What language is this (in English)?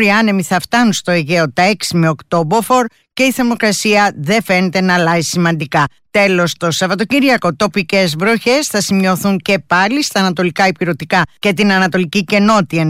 Greek